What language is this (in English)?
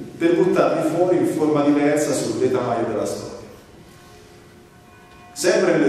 Italian